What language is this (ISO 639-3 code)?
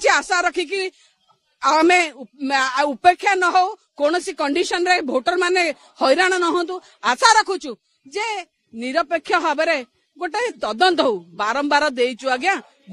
ori